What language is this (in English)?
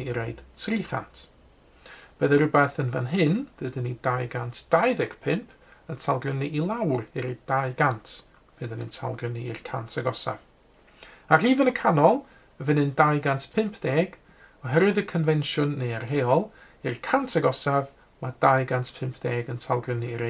Welsh